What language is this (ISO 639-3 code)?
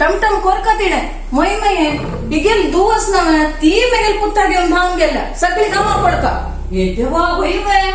kok